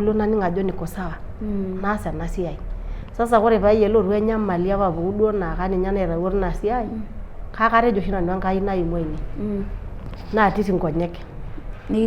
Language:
Masai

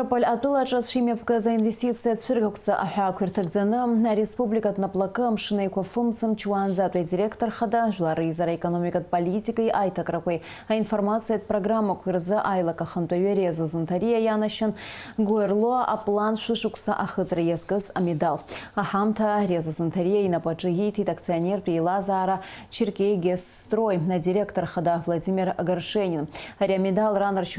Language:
Abkhazian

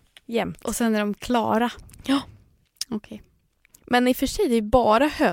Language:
Swedish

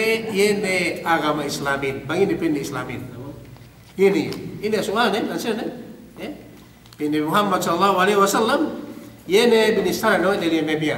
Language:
Yakan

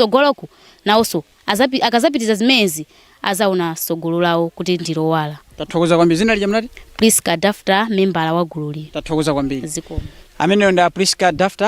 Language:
Nyanja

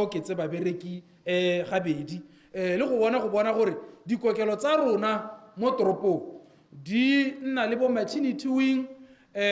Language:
Tswana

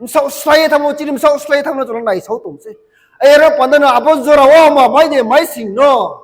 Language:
Riang (India)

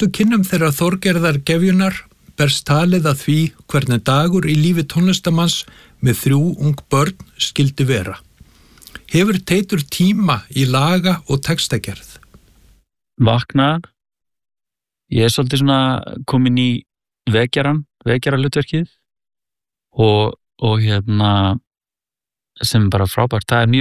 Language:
Icelandic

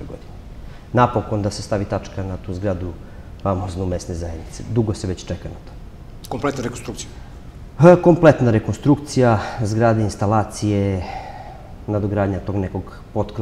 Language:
Serbian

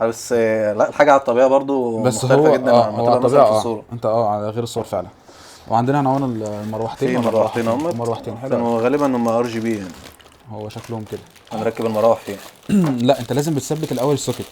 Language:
Egyptian Arabic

